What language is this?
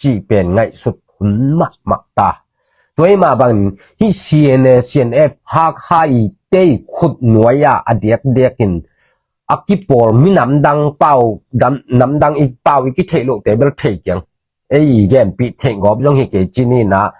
Tedim Chin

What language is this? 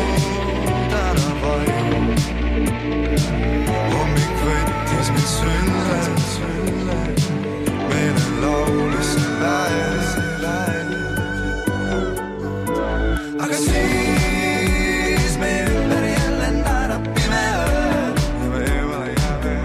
Estonian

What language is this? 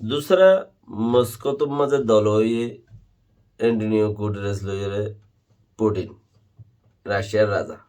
Rohingya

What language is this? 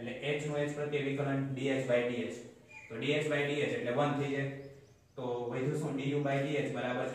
Gujarati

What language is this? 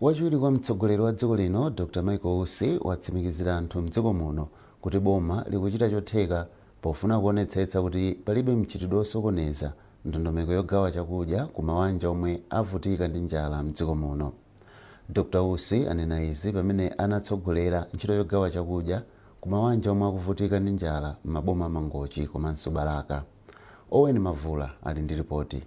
Nyanja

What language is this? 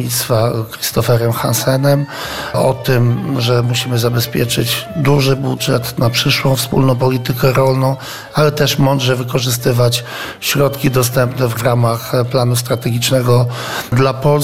Polish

